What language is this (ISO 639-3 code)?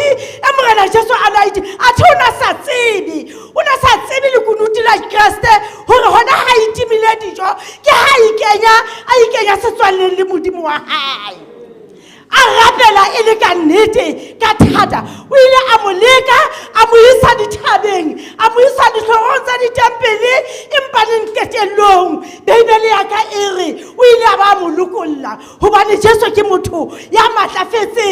sot